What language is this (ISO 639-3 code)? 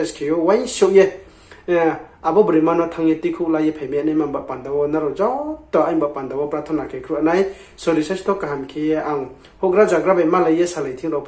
ria